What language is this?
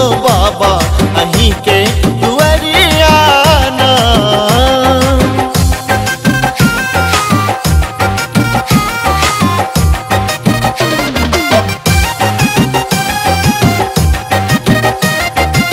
Maithili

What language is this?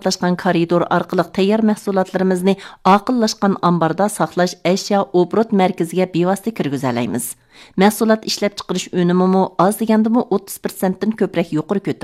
Uyghur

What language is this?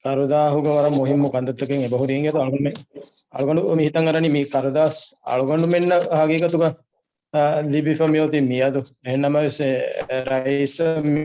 Divehi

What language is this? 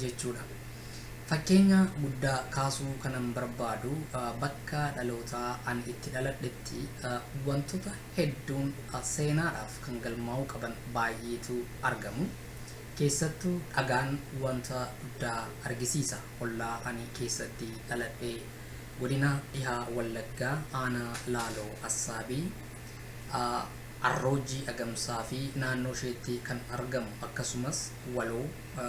Oromo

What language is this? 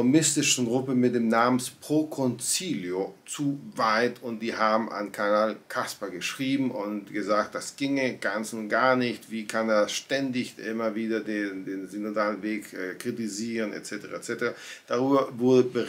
German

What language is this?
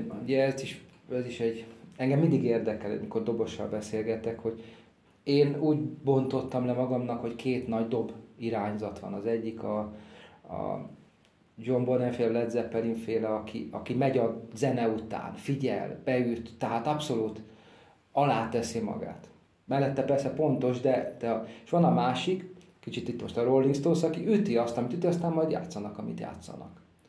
Hungarian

